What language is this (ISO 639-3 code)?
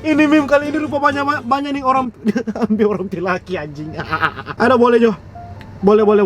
xmm